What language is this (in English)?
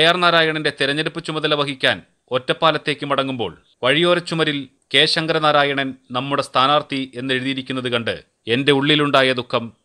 Malayalam